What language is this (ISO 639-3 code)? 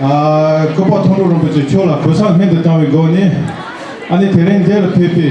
bod